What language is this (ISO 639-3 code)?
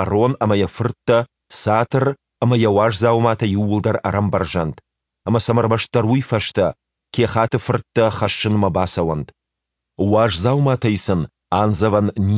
oss